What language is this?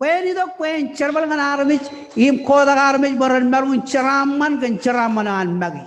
Marshallese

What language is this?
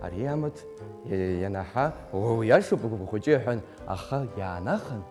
Abkhazian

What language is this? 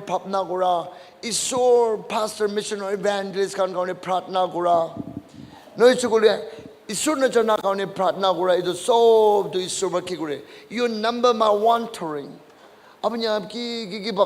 Naga Pidgin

